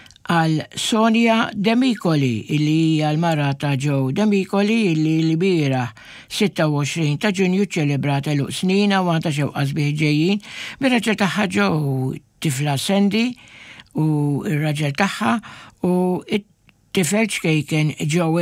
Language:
Maltese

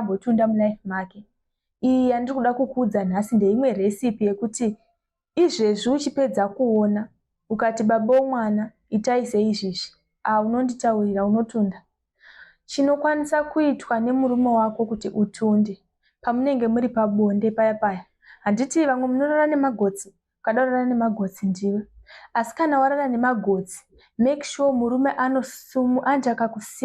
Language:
Shona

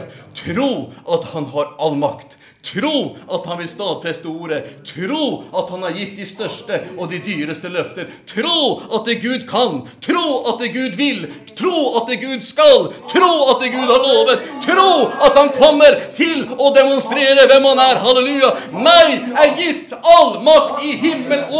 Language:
Norwegian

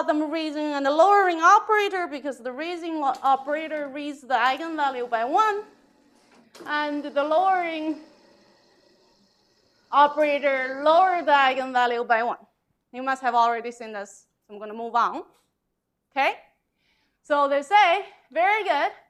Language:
English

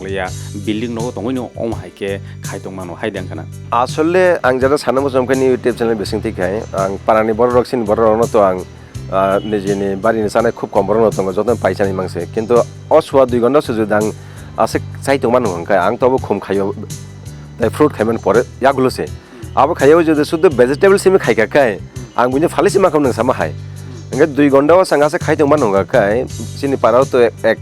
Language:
Kok Borok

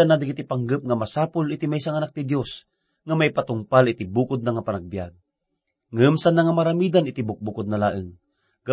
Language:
Iloko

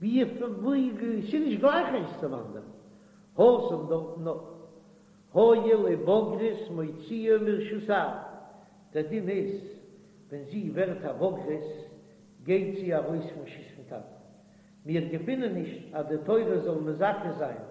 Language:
Yiddish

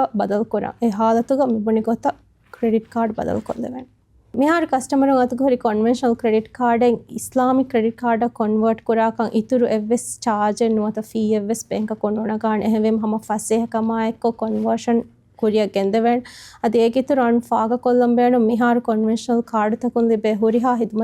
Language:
Divehi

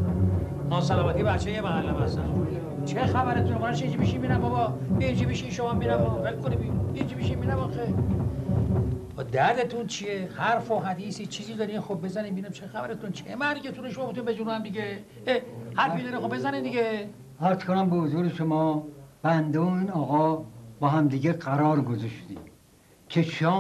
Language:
Persian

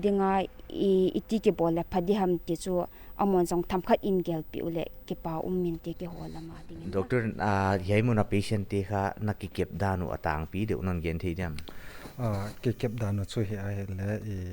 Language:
Paite Chin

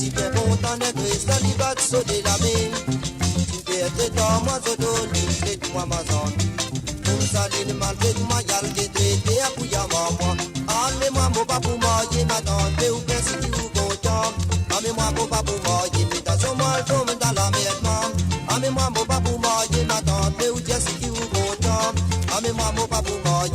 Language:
Morisyen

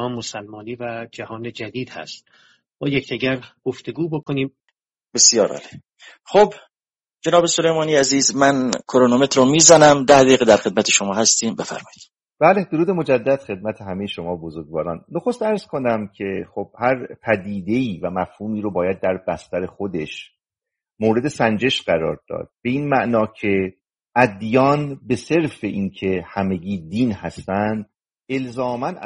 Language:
Persian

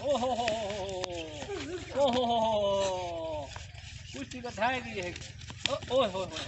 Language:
Saraiki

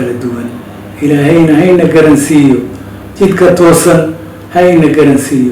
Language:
Somali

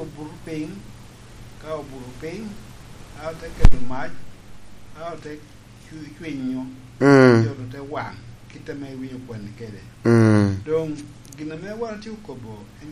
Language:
Lango (Uganda)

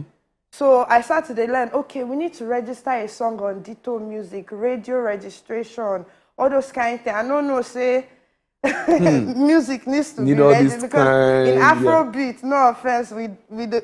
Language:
Nigerian Pidgin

